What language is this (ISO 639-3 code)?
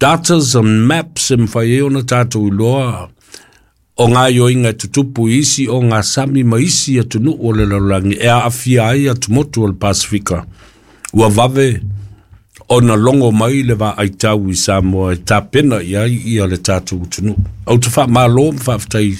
smo